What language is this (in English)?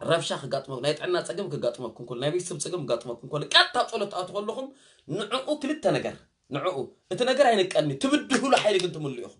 Tigrinya